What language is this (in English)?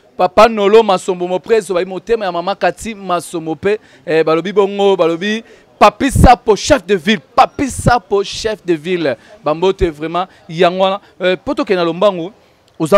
Lingala